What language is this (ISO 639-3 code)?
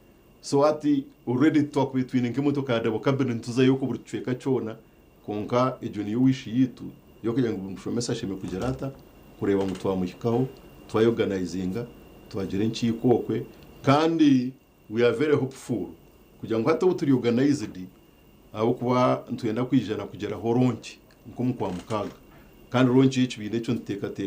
nyn